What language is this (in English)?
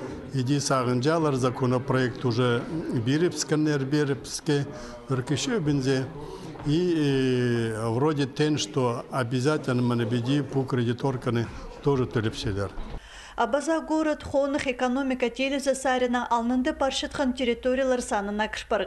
Khakas